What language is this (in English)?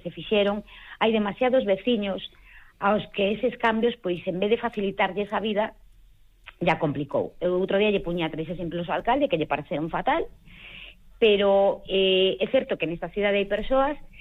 Galician